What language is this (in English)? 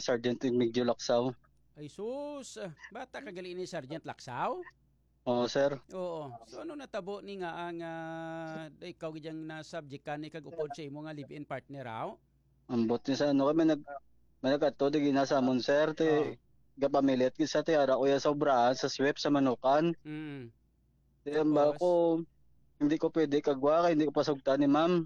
Hiligaynon